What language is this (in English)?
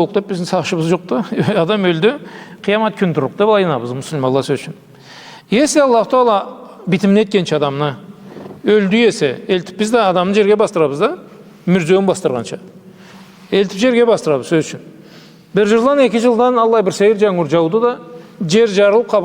Karachay-Balkar